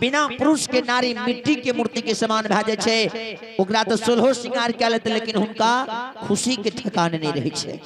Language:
Maithili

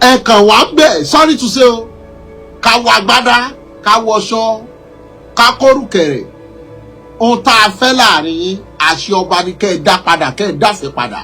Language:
Yoruba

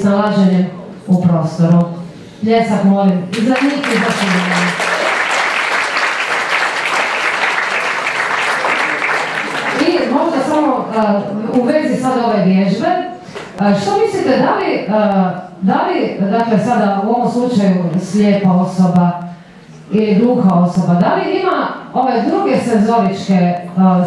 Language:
Croatian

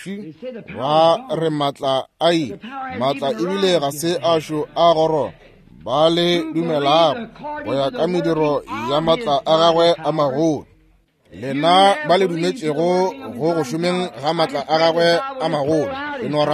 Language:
Northern Sotho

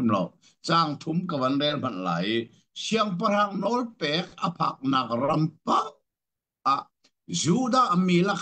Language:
Hakha Chin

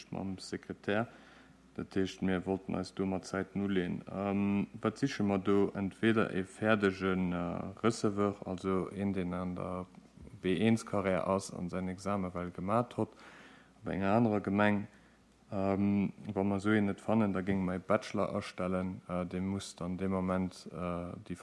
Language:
Luxembourgish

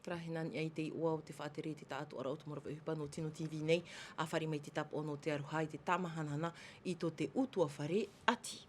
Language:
Tahitian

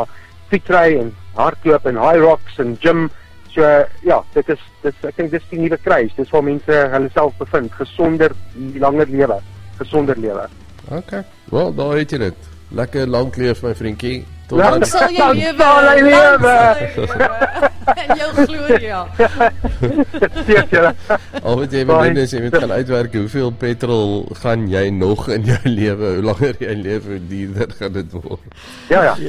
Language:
Afrikaans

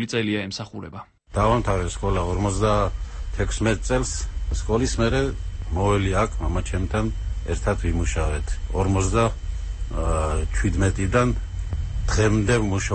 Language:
Georgian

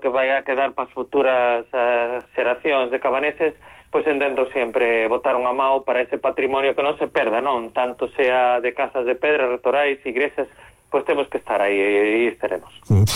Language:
Galician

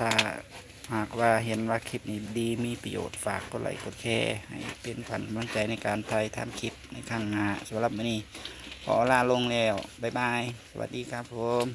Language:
Northeastern Thai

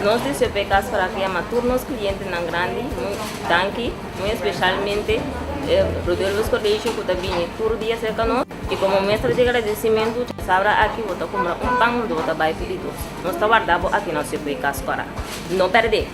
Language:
Papiamento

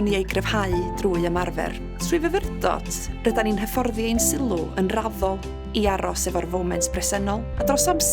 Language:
Welsh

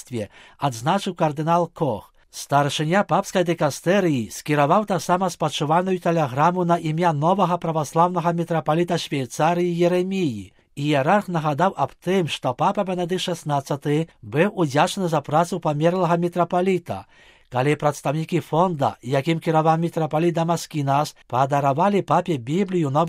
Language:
Belarusian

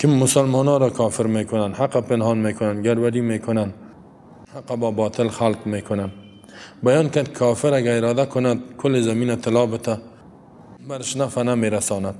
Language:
Persian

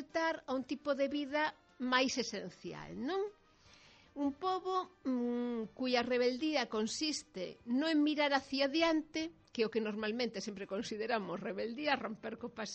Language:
Galician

